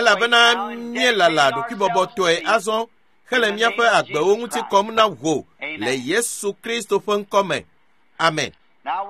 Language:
Ewe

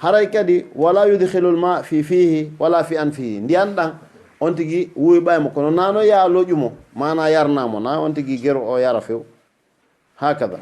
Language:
Fula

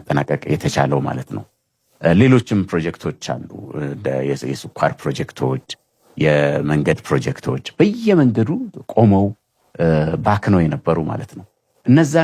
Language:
Amharic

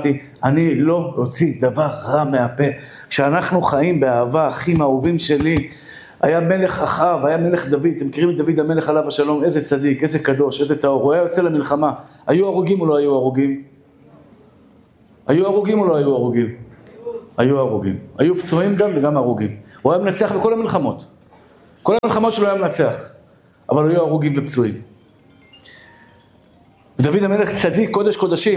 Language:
Hebrew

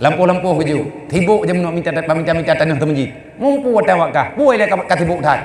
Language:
Achinese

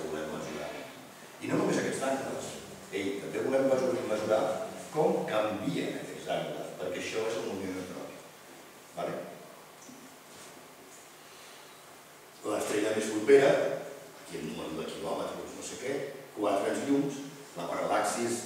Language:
Catalan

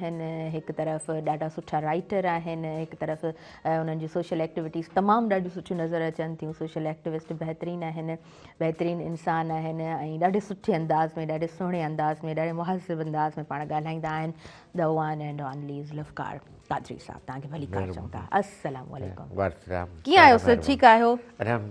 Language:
Sindhi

